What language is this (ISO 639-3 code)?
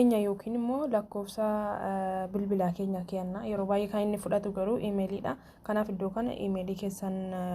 orm